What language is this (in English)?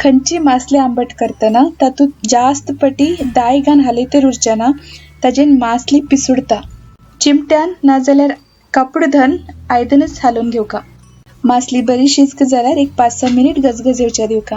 Konkani